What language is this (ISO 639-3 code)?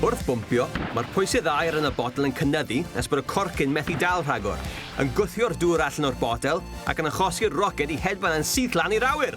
cym